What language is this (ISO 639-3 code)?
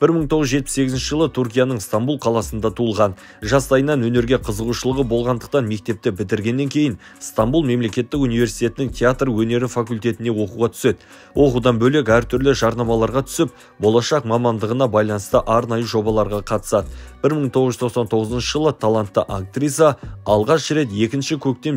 kaz